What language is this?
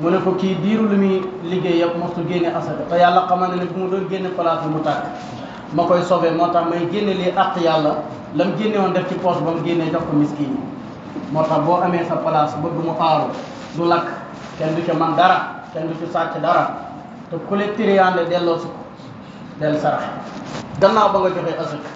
Wolof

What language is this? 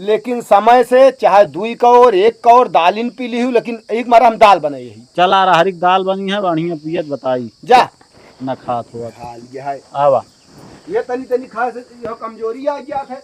Awadhi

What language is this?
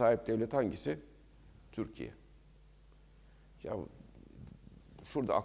Turkish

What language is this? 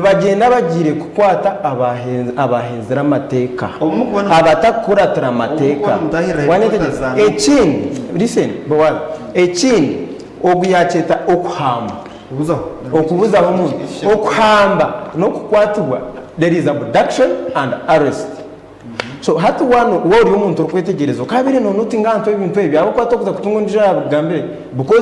Nyankole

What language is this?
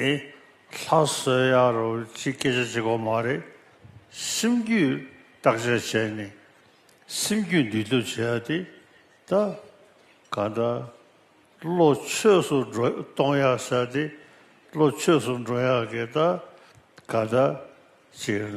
Tibetan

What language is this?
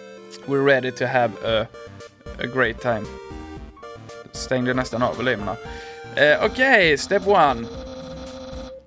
Swedish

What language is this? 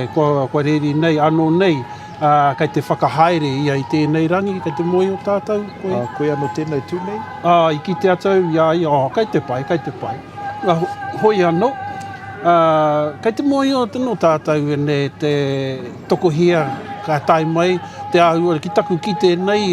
Māori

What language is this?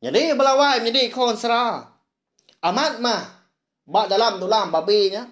Iban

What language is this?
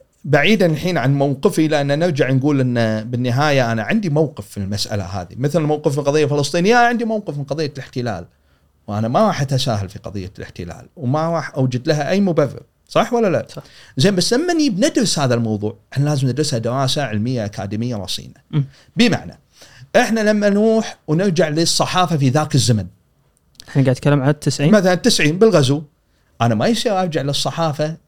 Gulf Arabic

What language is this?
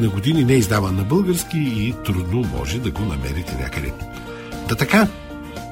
Bulgarian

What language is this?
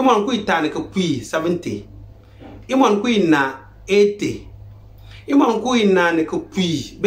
Konkomba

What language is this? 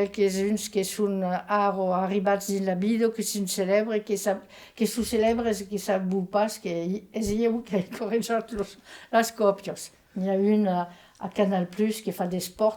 Occitan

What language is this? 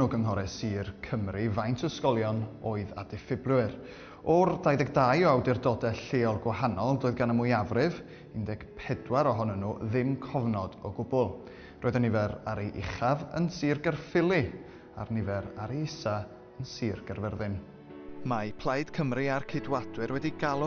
Welsh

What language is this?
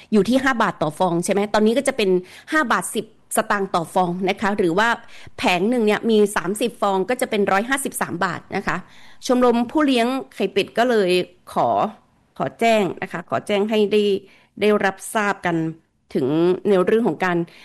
Thai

